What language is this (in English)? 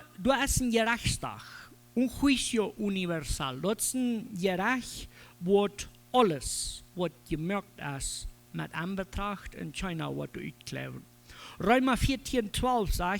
Plautdietsch